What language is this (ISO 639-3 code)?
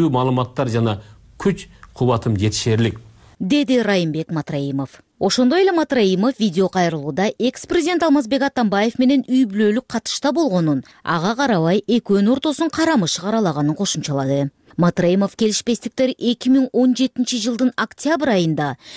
kir